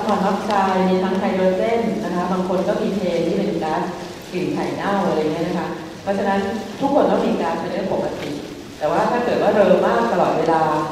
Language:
Thai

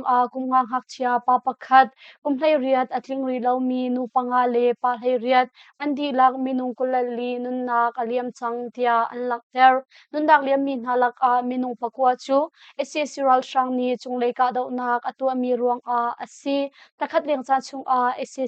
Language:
Hakha Chin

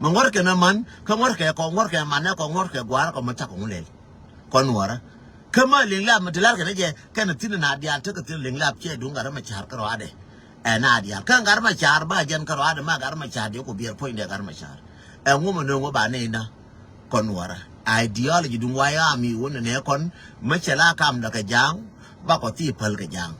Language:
Nuer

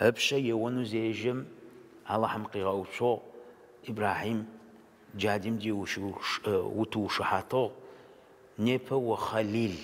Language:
Adyghe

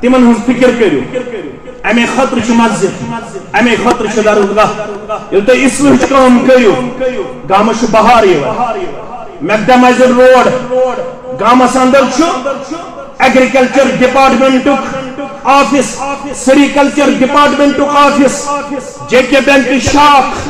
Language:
Kashmiri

